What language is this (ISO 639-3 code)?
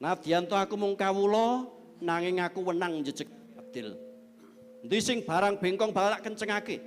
jav